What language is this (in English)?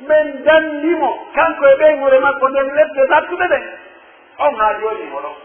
Pular